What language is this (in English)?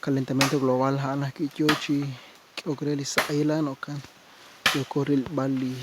Kekchí